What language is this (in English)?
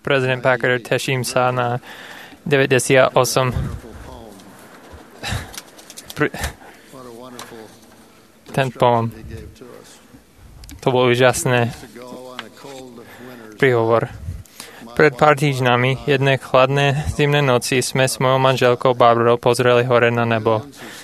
Slovak